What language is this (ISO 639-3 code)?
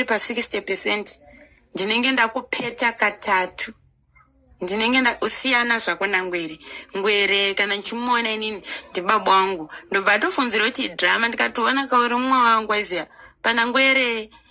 sna